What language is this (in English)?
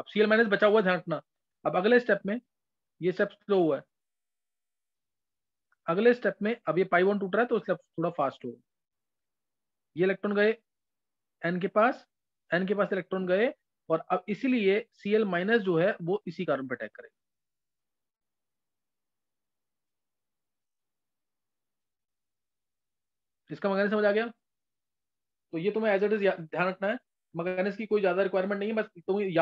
Hindi